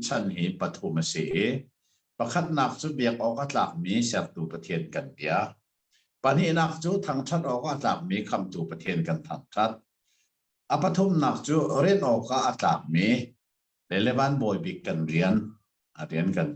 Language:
Hakha Chin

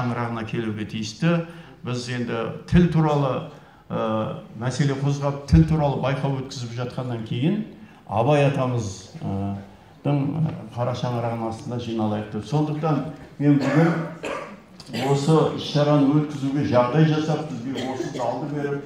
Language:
Kazakh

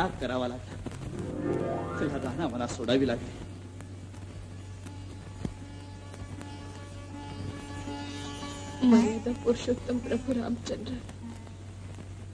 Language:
Marathi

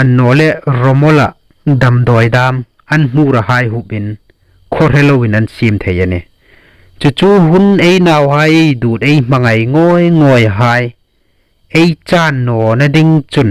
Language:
Hmar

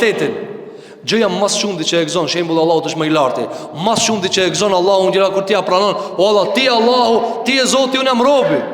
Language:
Albanian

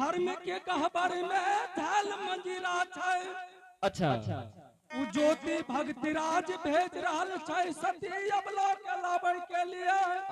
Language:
Angika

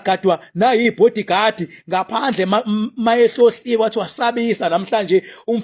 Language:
Zulu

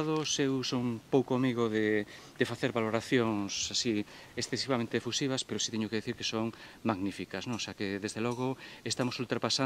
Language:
Galician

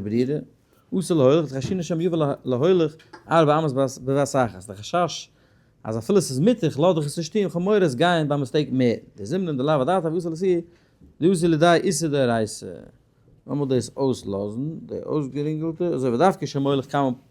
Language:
Yiddish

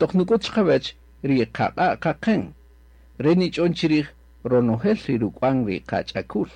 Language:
Kaqchikel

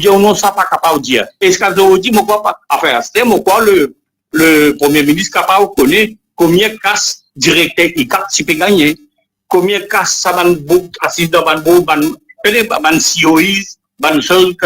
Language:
Morisyen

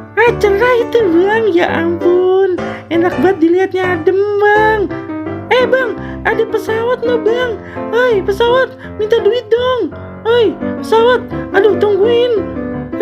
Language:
Betawi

